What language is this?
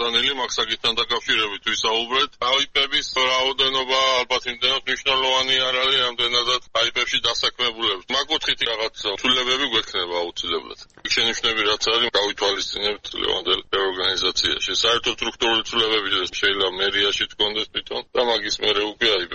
Georgian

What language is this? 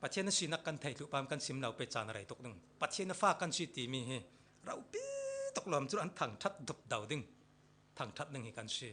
Falam Chin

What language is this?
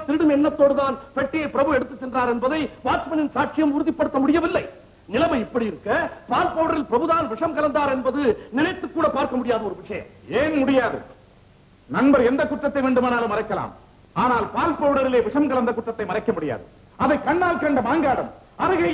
Tamil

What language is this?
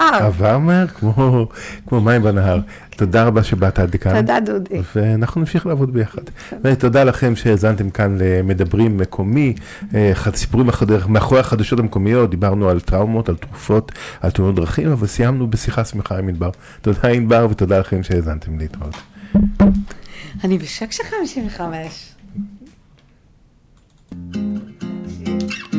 Hebrew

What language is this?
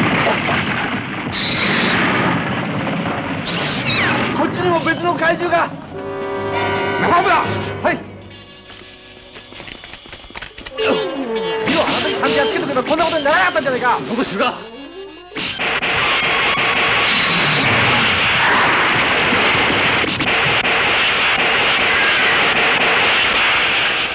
Japanese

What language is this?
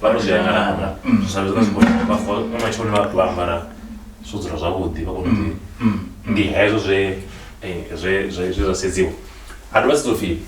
Venda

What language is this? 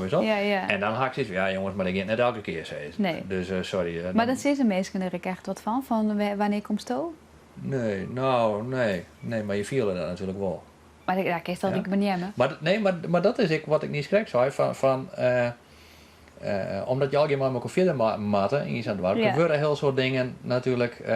Western Frisian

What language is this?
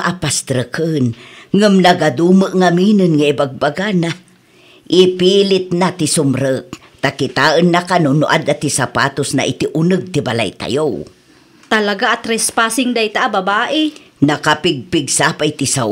Iloko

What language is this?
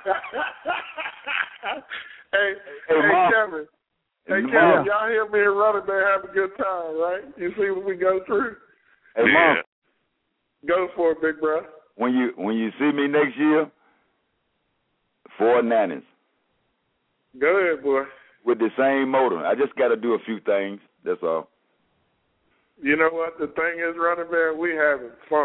English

